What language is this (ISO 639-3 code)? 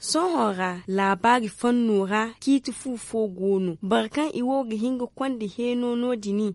dje